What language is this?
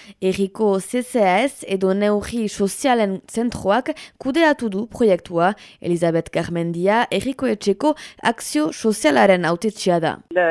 Basque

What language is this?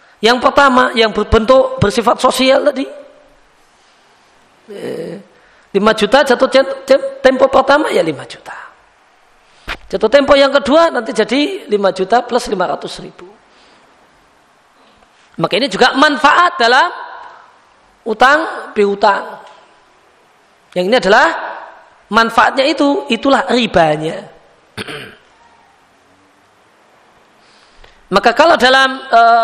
Indonesian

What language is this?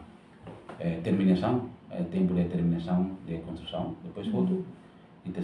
Tetum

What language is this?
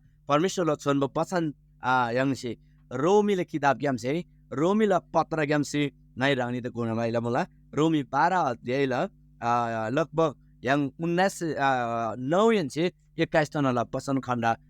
Eastern Tamang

